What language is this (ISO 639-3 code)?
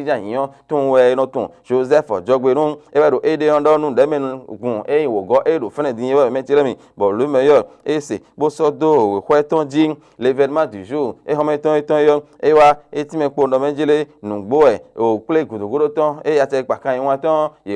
fon